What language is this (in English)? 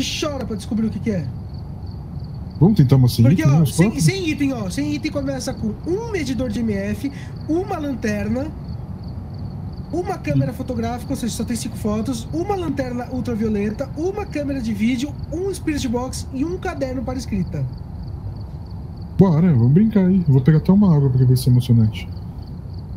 Portuguese